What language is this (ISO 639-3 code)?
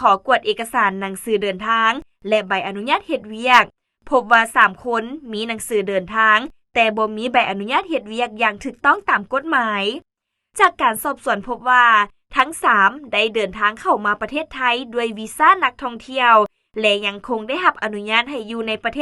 lao